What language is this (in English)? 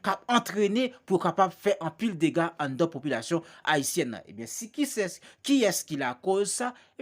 Haitian Creole